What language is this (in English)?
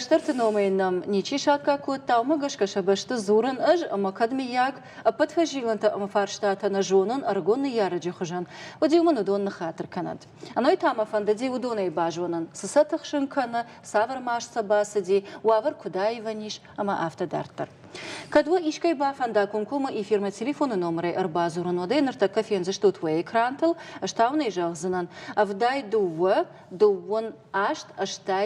Ossetic